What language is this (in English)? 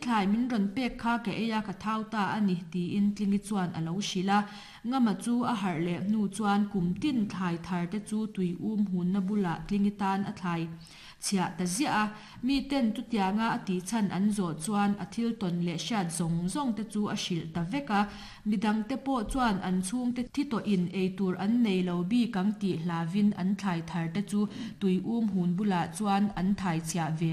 Mizo